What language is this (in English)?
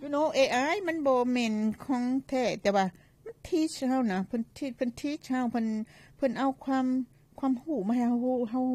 Lao